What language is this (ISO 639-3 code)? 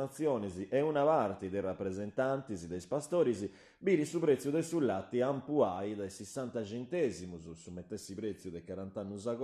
srd